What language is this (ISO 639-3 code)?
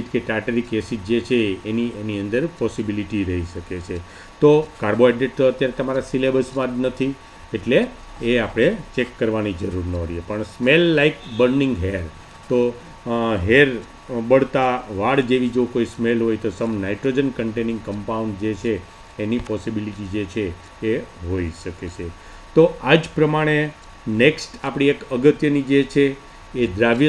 guj